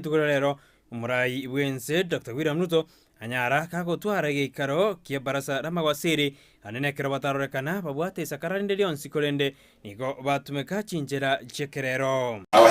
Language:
Gusii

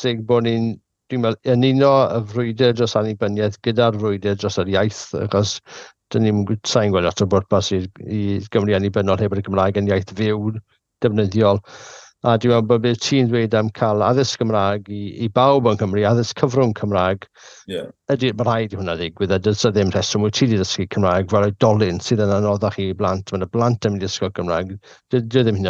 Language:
Welsh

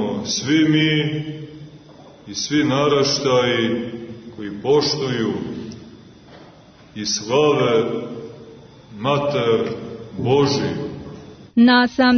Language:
Serbian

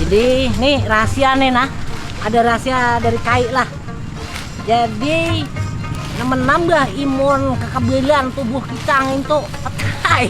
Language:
Banjar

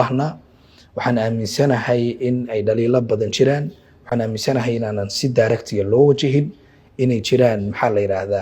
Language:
Somali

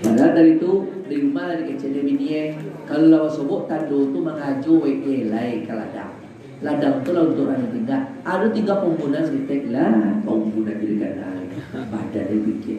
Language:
Minangkabau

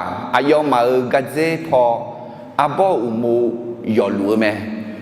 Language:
Akha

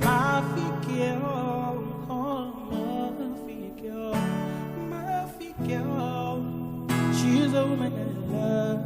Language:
Venda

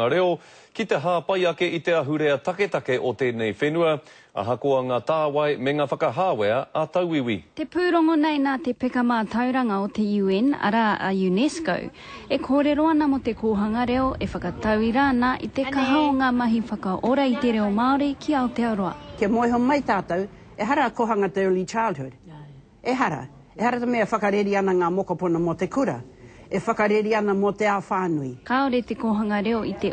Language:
Māori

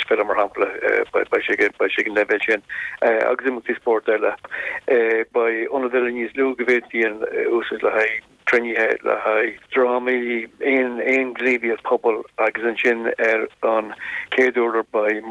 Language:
Irish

